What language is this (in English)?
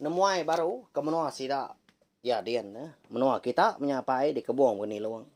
Iban